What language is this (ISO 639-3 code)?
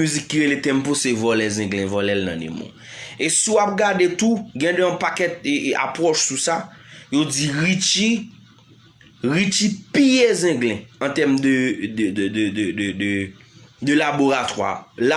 hat